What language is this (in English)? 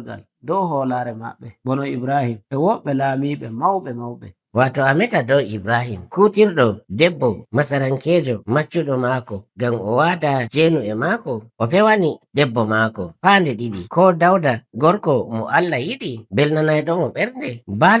Nigerian Fulfulde